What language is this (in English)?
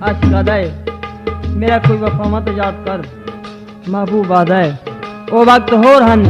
Saraiki